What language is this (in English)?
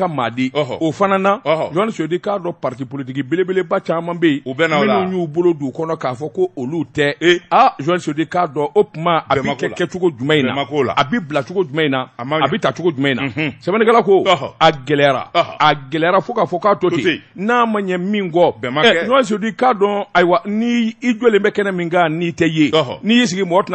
Bambara